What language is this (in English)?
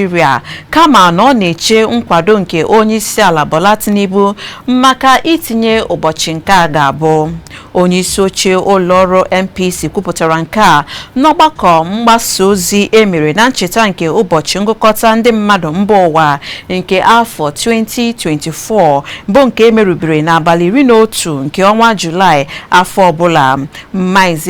Igbo